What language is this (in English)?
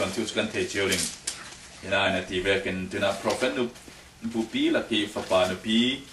Falam Chin